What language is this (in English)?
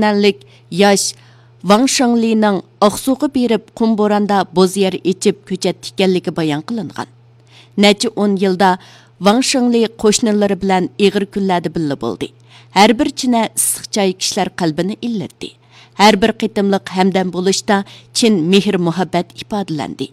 Uyghur